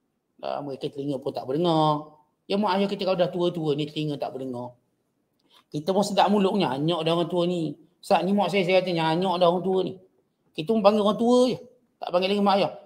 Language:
Malay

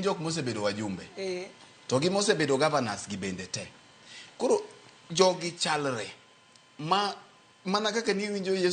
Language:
Luo (Kenya and Tanzania)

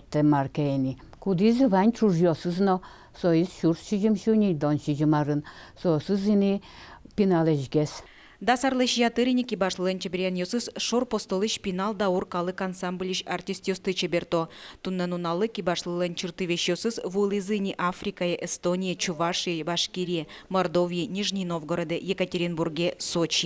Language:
Udmurt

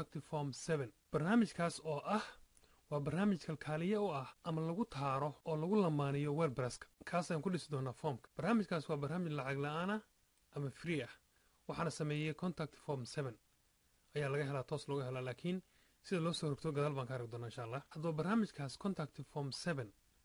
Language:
Somali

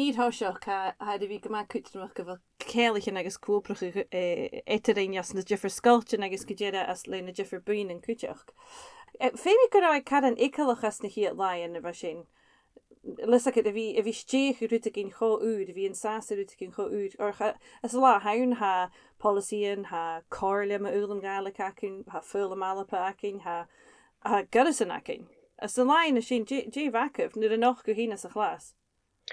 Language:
Scottish Gaelic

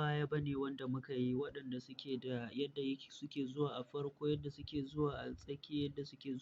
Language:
Hausa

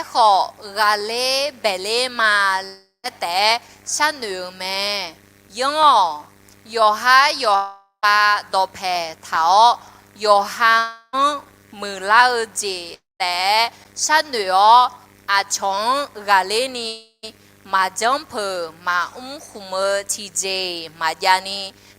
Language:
Akha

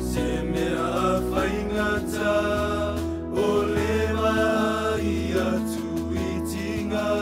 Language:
Samoan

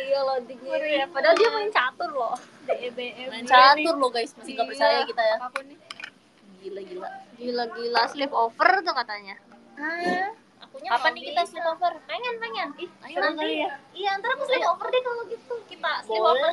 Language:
Indonesian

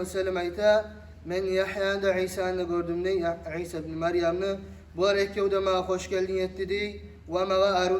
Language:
Kumyk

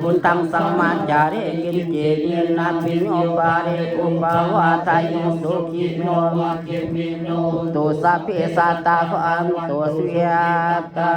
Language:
Pali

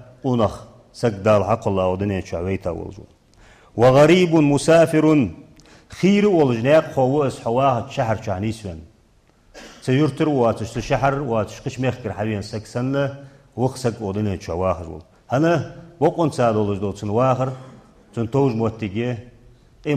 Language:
Ingush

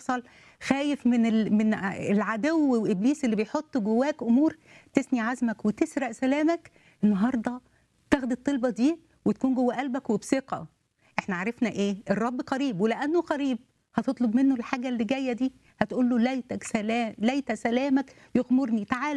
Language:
Egyptian Arabic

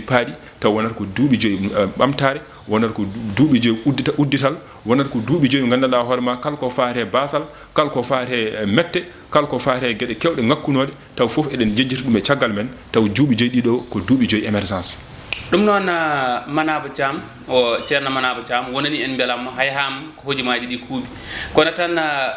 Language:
Fula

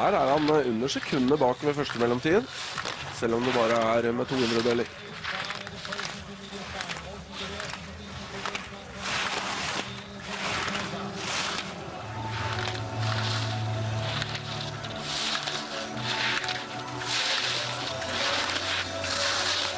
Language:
Norwegian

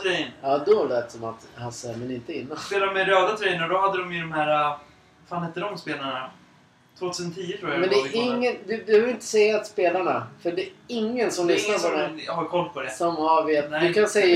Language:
Swedish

